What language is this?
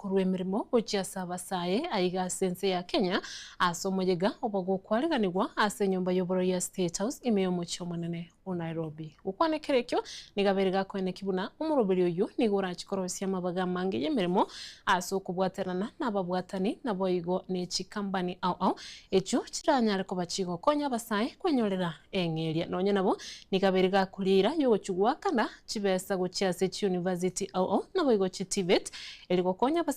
Gusii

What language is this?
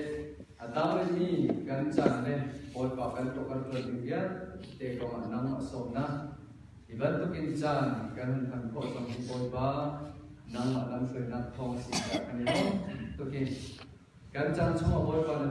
Hakha Chin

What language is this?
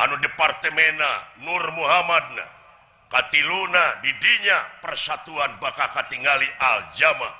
Sundanese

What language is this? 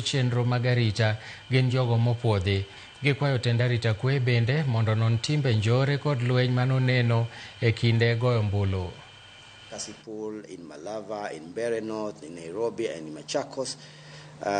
Luo (Kenya and Tanzania)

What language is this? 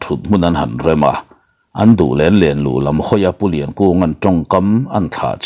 Mizo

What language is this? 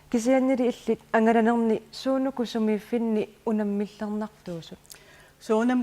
Kalaallisut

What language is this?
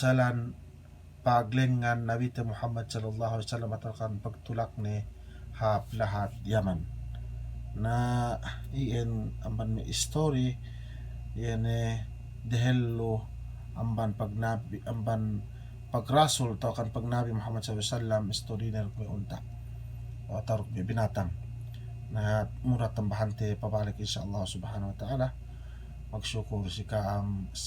Yakan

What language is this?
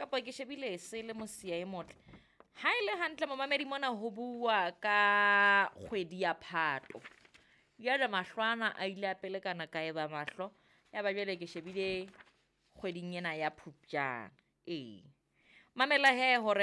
Southern Sotho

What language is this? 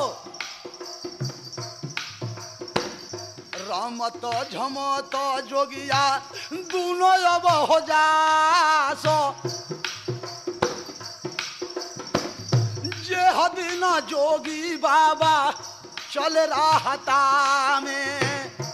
Bhojpuri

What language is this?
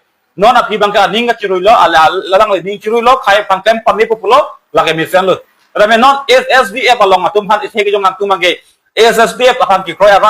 Karbi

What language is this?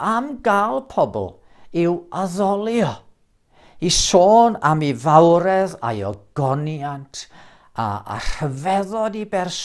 Welsh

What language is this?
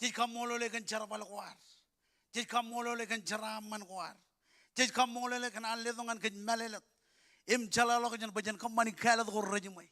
Marshallese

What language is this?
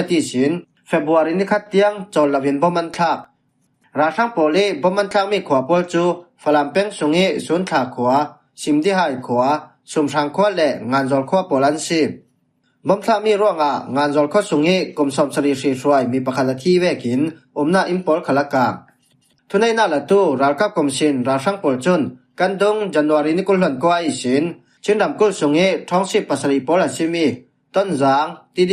Falam Chin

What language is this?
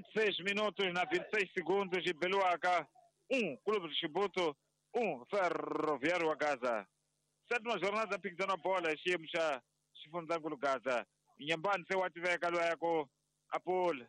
Tsonga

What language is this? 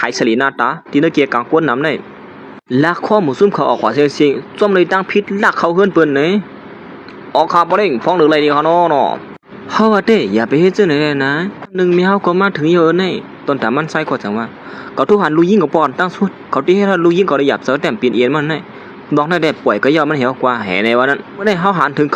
Shan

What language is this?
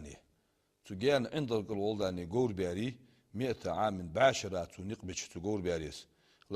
Ingush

